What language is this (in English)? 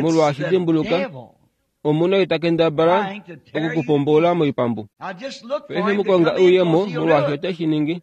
Kuanyama